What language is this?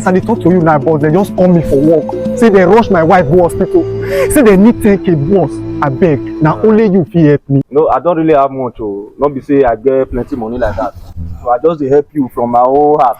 Nigerian Pidgin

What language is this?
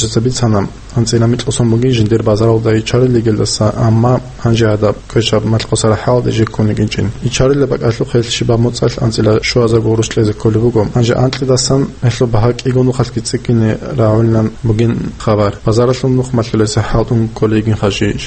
Avaric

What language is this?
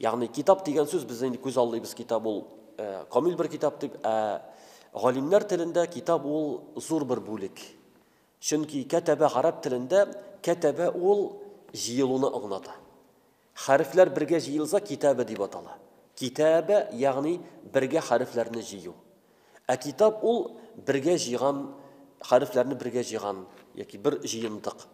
Tatar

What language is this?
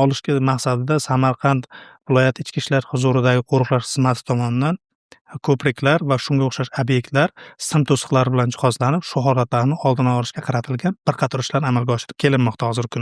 Uzbek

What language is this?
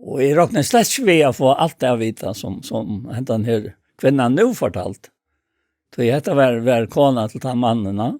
Faroese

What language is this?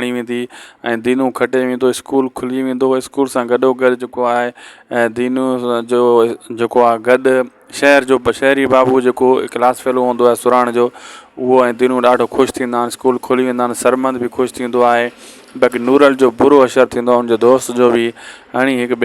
Sindhi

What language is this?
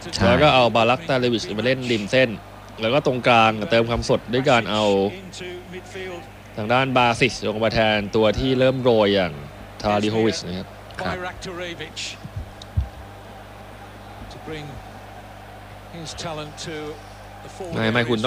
Thai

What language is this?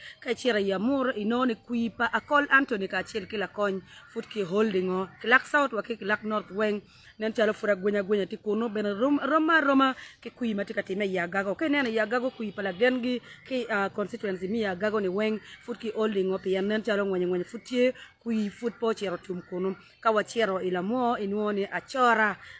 Acoli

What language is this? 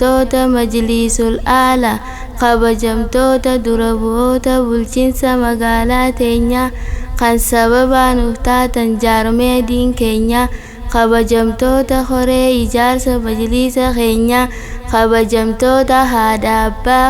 Oromo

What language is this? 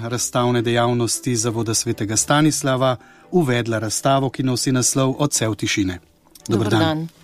Slovenian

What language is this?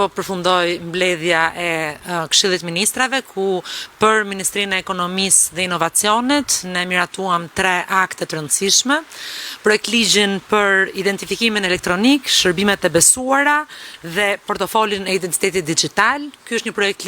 Albanian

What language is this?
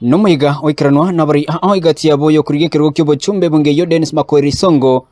Gusii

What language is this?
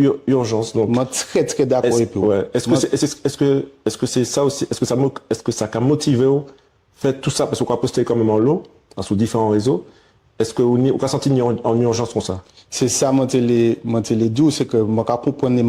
Guadeloupean Creole French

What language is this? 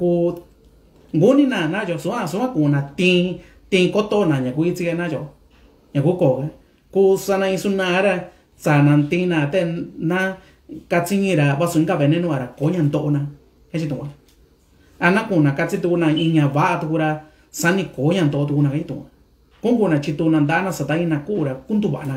Mixtepec Mixtec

